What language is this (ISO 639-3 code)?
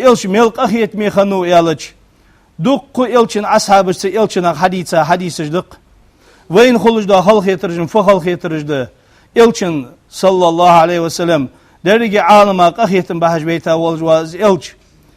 inh